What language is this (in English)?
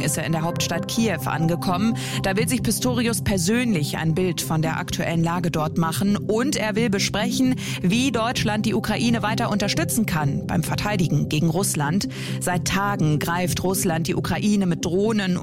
German